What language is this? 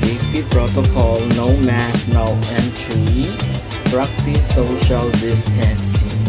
Hiligaynon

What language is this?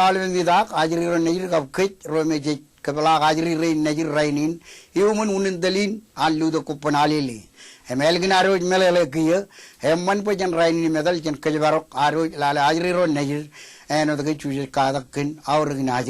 Marshallese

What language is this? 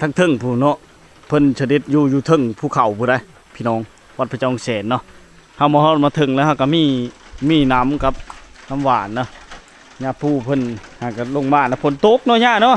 Lao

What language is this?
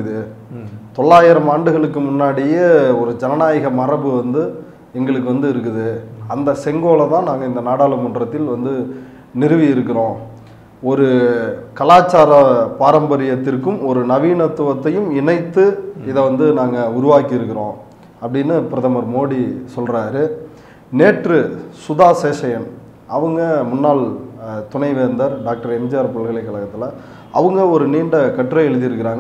Tamil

